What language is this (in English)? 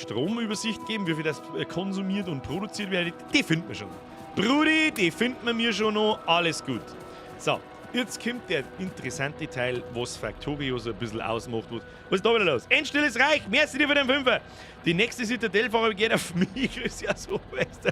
Bavarian